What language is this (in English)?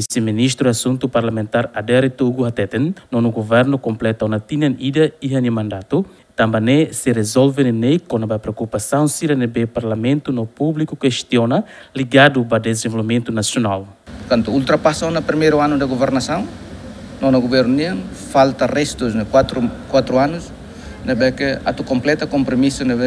Tetum